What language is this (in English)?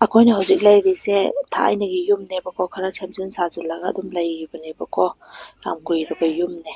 Manipuri